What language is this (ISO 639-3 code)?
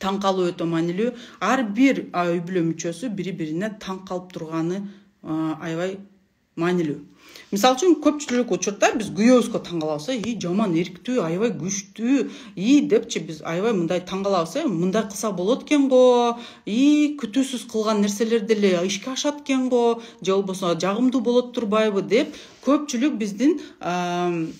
kir